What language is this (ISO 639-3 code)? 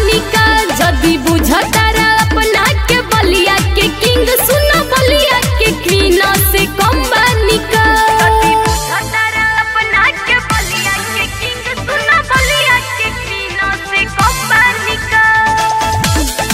bho